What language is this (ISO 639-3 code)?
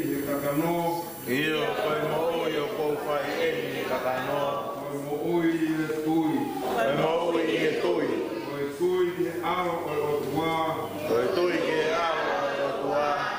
ton